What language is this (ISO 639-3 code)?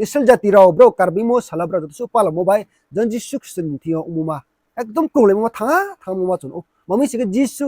ria